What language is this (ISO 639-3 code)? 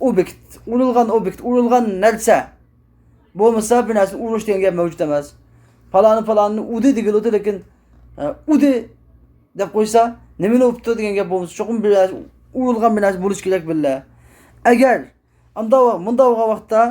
uig